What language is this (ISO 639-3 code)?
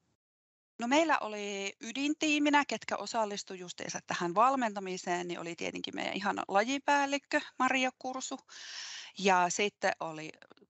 fin